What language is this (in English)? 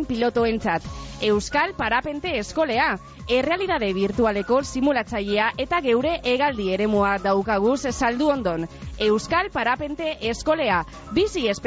Basque